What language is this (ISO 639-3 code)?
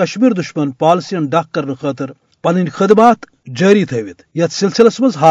kas